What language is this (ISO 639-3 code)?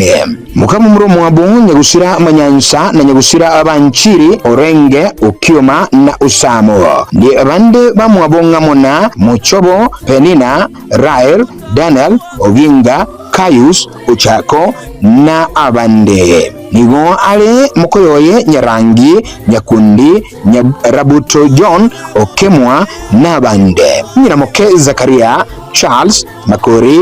guz